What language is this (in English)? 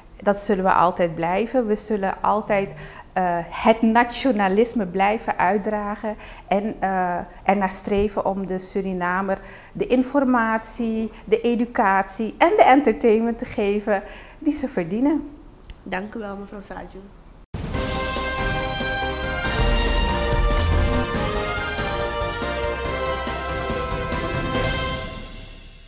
Dutch